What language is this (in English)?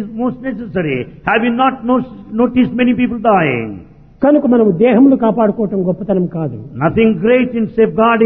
Telugu